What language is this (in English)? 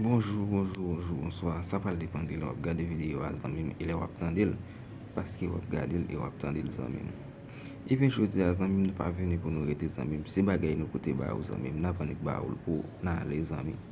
Haitian Creole